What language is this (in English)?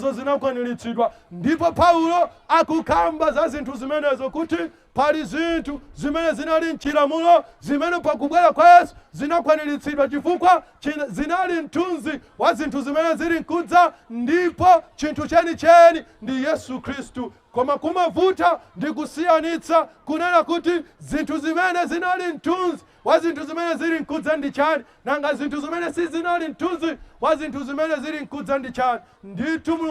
Nyanja